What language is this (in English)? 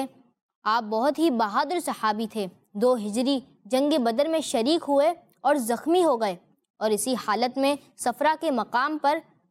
Urdu